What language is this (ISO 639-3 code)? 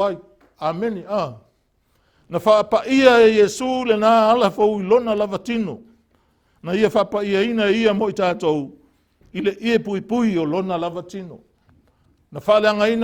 smo